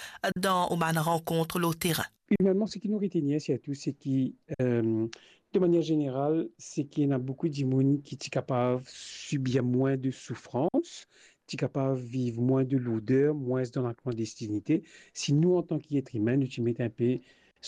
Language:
Morisyen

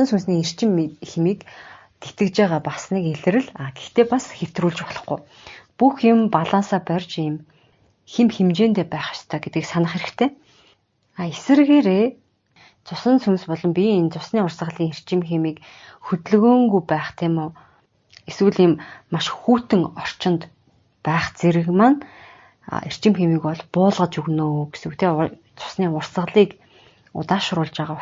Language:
Mongolian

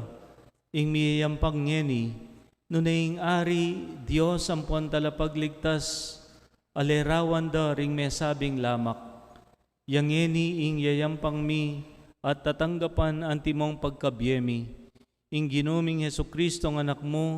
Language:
Pampanga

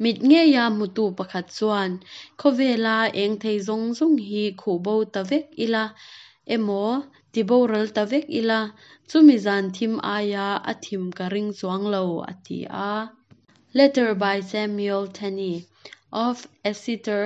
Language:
Hakha Chin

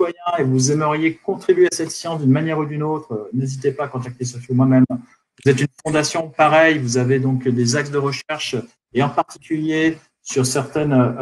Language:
French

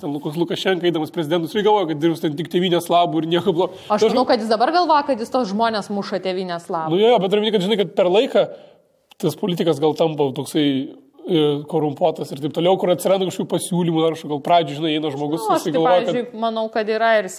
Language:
Lithuanian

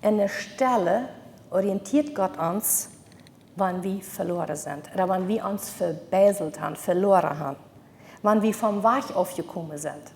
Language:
Plautdietsch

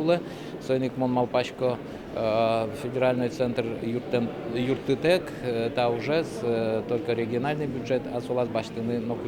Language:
Udmurt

